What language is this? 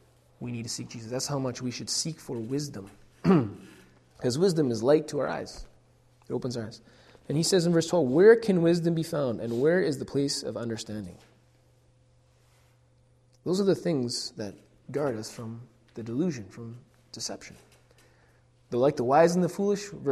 English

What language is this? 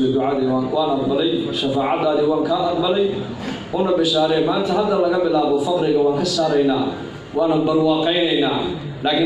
Somali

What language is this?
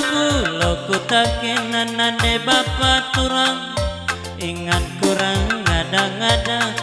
Batak Karo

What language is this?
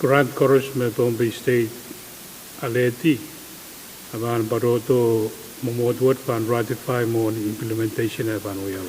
Pohnpeian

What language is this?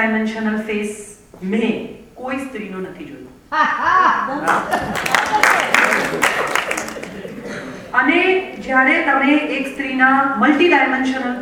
Gujarati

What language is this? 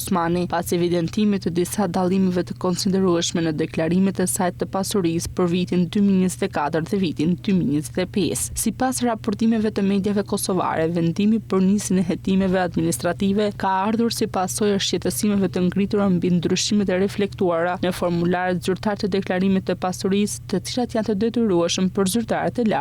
Albanian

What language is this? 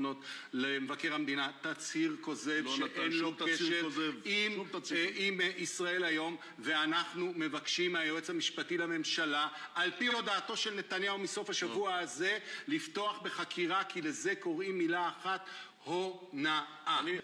Hebrew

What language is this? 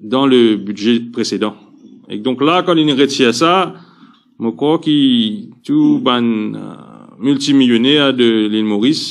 Morisyen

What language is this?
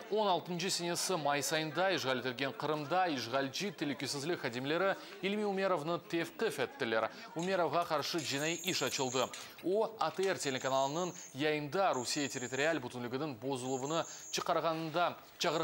Crimean Tatar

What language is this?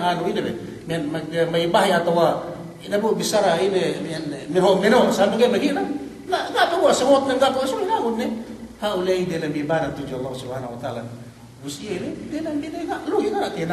Yakan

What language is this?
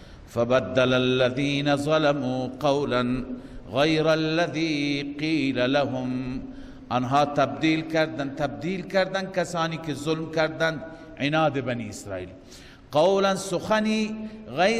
Persian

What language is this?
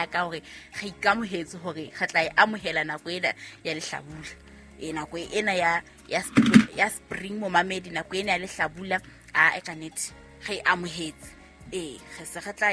Southern Sotho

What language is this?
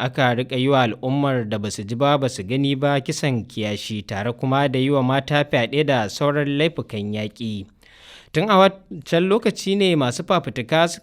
Hausa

